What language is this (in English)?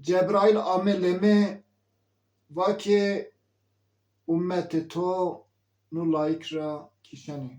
Zaza